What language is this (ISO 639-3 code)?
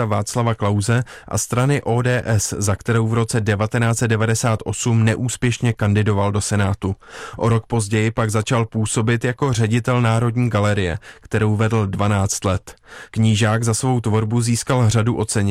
ces